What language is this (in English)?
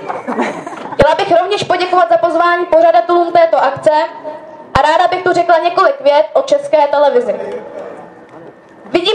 Czech